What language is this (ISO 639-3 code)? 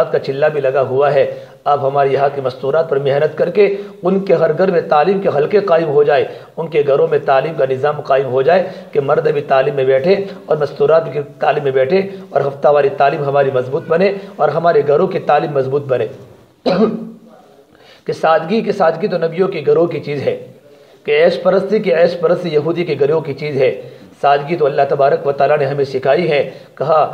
urd